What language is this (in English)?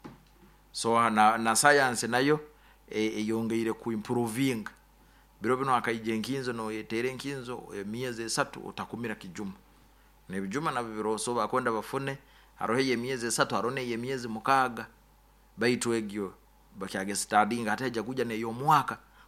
Nyoro